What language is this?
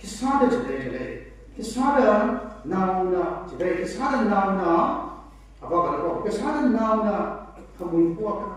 Tangkhul Naga (India)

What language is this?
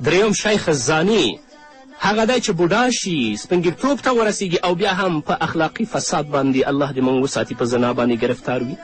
Pashto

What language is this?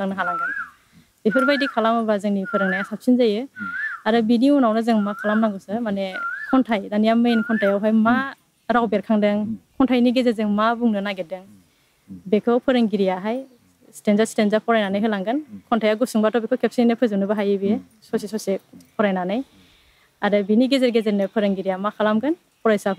Bodo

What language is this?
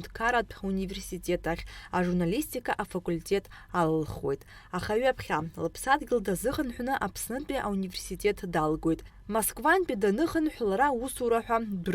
Abkhazian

